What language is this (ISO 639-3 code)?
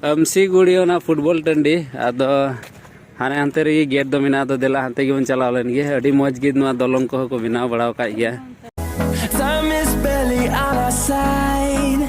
sat